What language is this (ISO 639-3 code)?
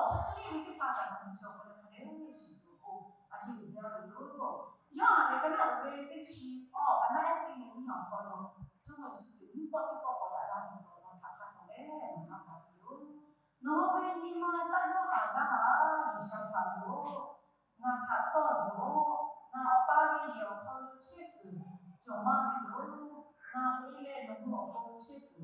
lhu